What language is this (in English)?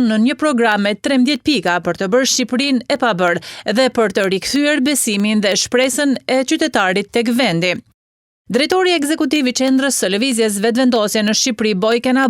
Albanian